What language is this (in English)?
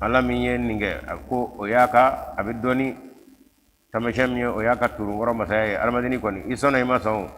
Bambara